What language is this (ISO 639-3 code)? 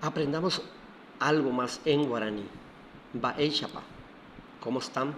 grn